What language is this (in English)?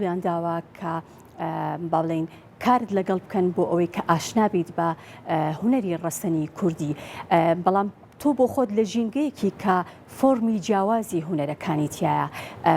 Central Kurdish